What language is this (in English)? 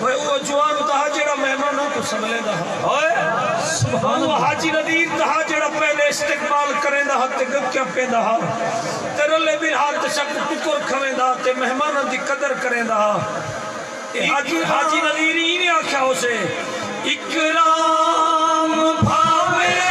Saraiki